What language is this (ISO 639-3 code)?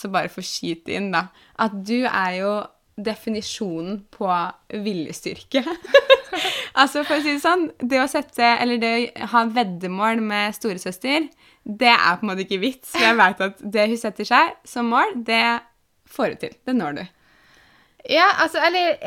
nor